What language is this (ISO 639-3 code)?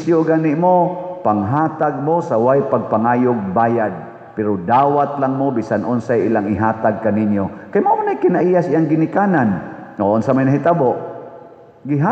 ceb